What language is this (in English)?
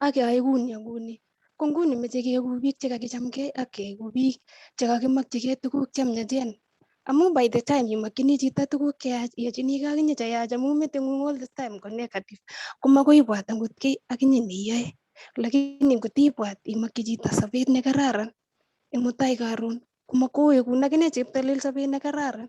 Kalenjin